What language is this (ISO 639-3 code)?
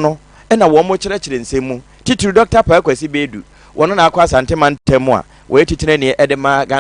aka